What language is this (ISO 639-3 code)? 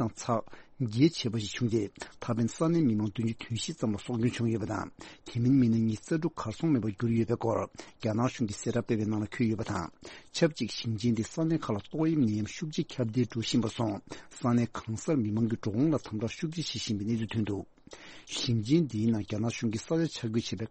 bod